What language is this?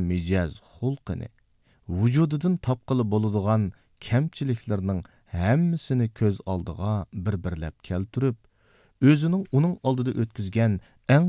Uyghur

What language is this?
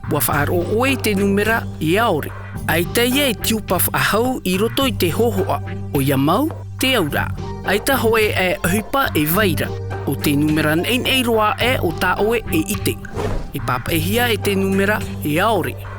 Tahitian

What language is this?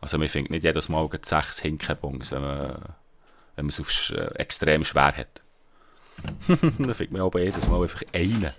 Swiss German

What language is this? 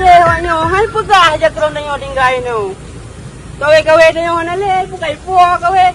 Achinese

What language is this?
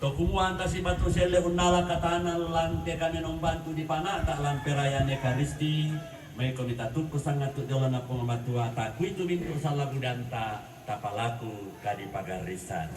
Toraja-Sa'dan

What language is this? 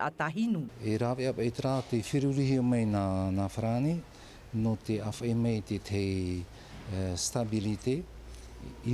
Tahitian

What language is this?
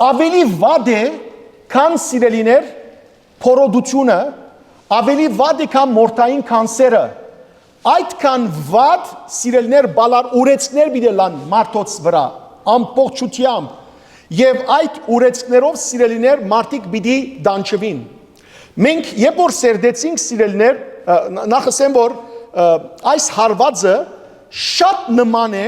Western Armenian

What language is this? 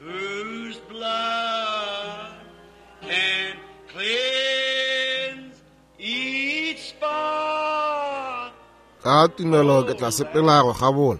Northern Sotho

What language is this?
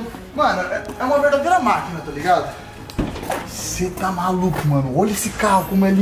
Portuguese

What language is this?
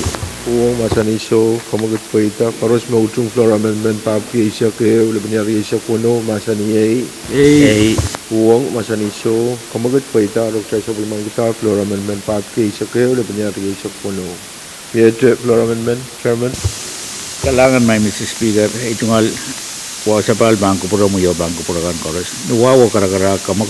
Pohnpeian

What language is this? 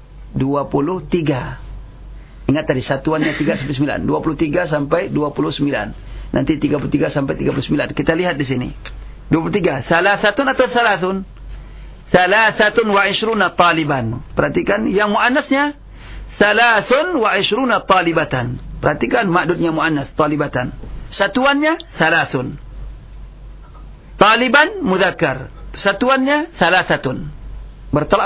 Indonesian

